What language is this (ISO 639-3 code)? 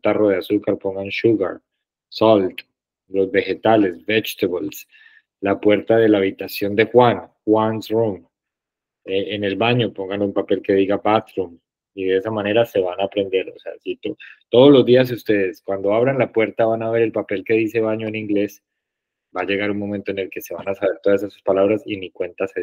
spa